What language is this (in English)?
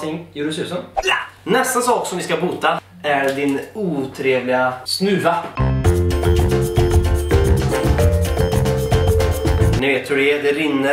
Swedish